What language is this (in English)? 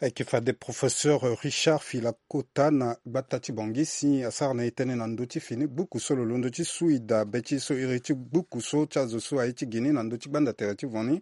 Sango